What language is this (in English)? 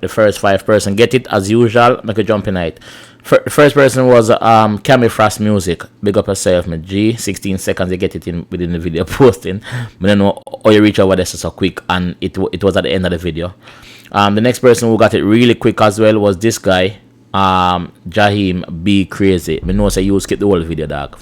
Jamaican Creole English